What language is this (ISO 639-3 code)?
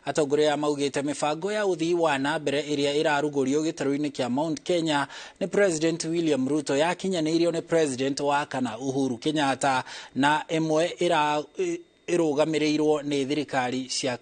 kik